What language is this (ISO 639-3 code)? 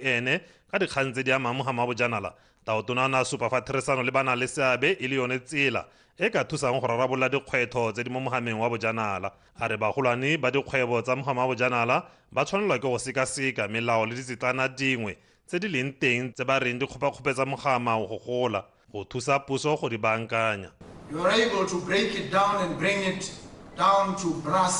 tsn